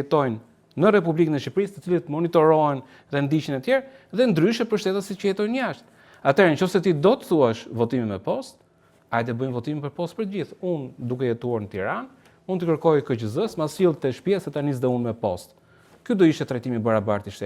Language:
Albanian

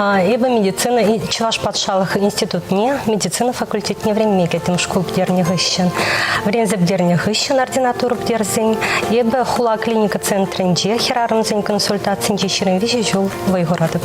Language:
Chuvash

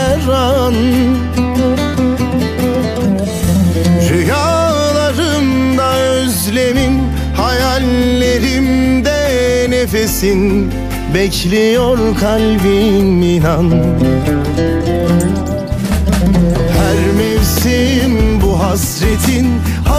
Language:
Turkish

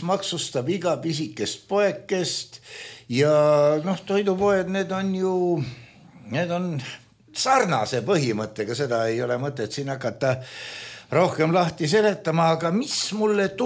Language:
Estonian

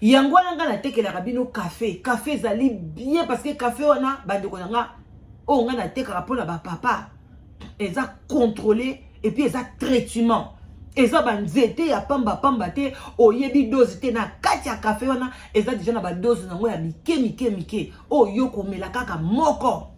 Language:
Lingala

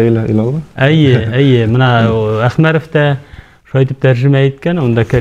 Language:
Bashkir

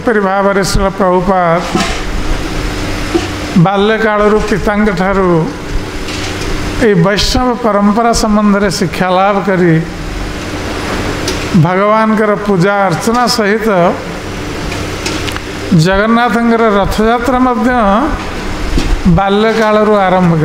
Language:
Odia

